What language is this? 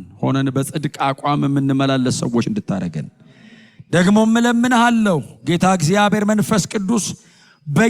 Amharic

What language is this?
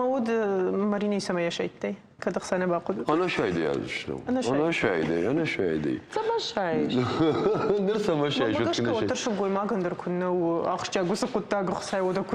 Ossetic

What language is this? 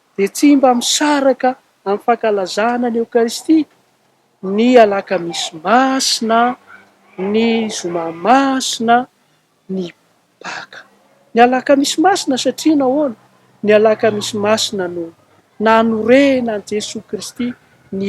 Malagasy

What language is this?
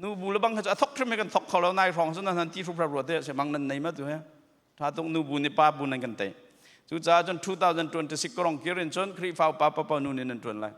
Hakha Chin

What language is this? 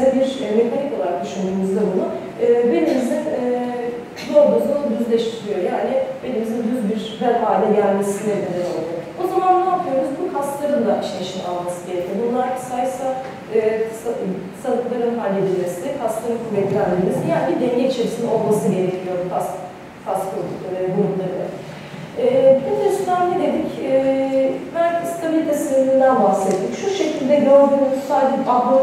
Turkish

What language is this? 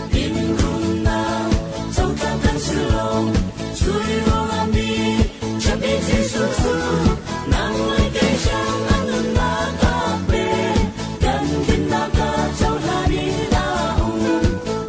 Falam Chin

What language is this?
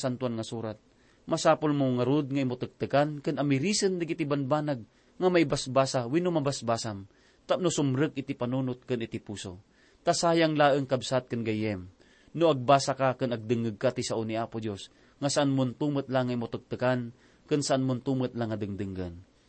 Iloko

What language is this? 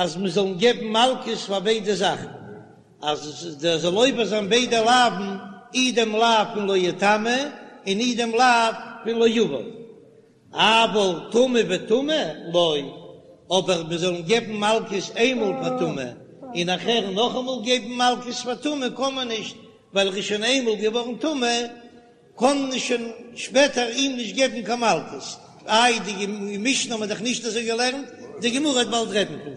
Yiddish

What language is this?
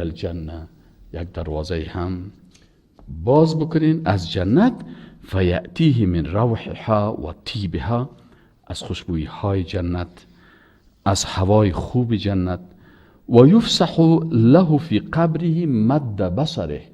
Persian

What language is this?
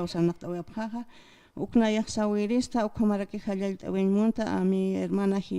Aymara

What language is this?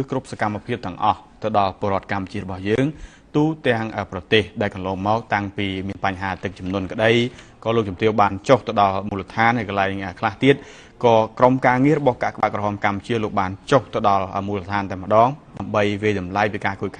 Khmer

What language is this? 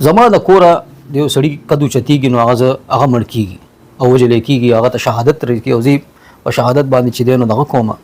Pashto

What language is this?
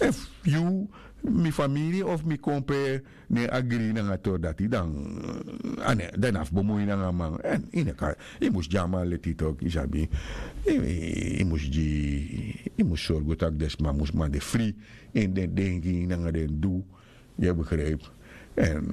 Sranan Tongo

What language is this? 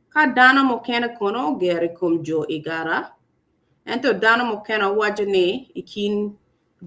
Acoli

